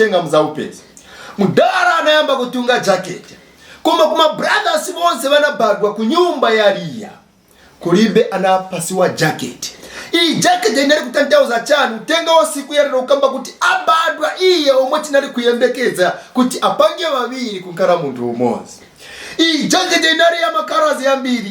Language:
Nyanja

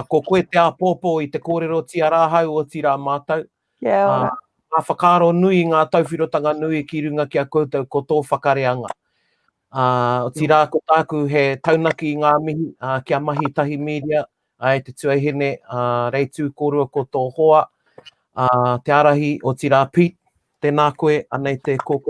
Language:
Māori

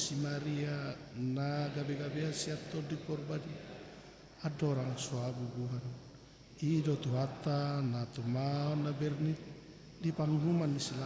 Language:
Batak Toba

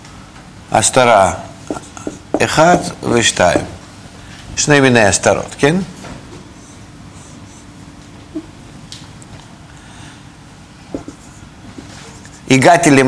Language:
Hebrew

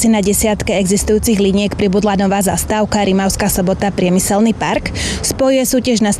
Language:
Slovak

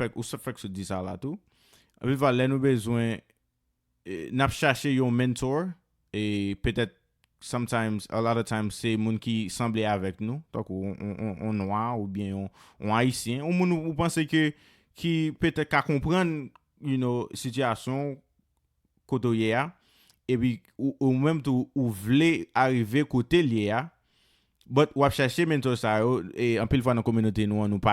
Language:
Haitian Creole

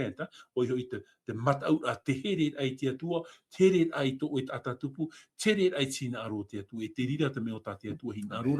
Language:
Tahitian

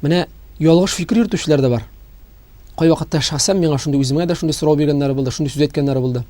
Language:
Tatar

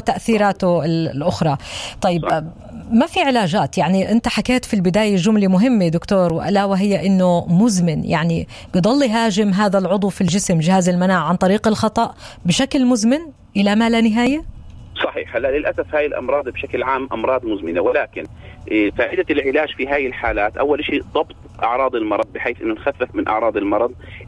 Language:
North Levantine Arabic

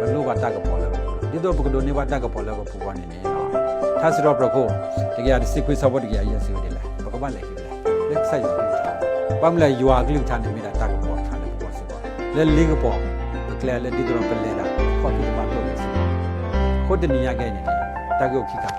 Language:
S'gaw Karen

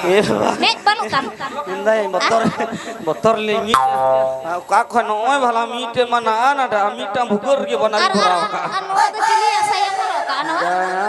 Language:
Santali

